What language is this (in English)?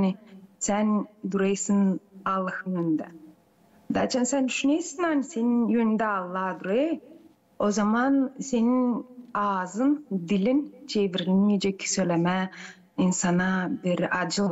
Gagauz